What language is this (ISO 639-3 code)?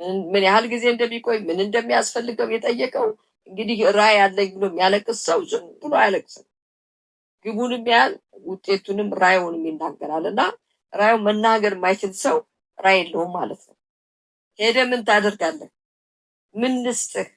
amh